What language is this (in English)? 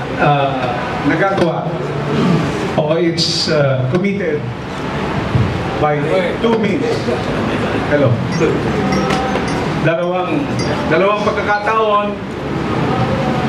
Filipino